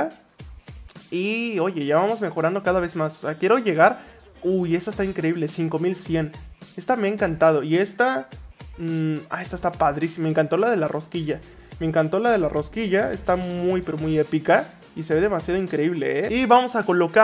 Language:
Spanish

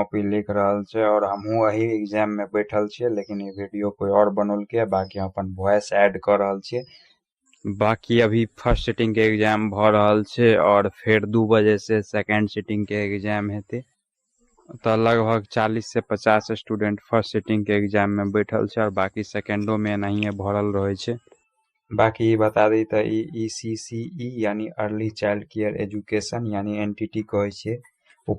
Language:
Maithili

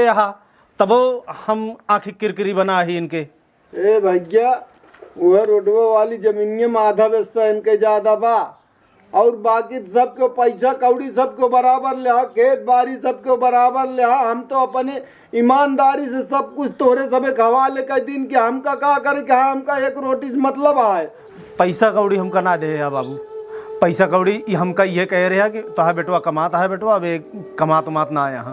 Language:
Awadhi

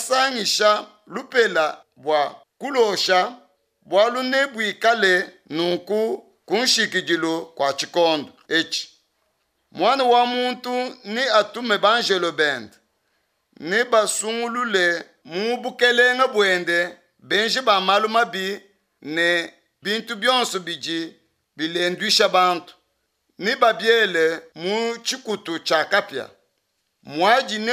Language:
Luba-Lulua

